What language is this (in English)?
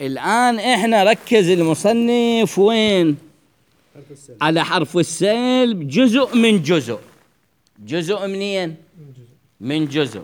Mesopotamian Arabic